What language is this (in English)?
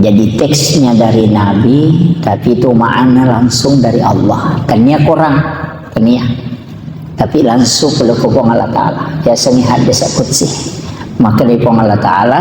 Buginese